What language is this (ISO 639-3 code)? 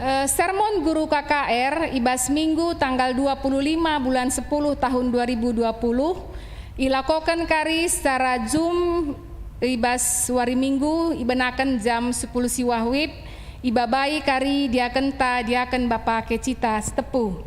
btx